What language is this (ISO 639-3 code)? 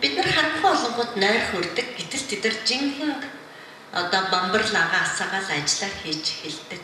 mon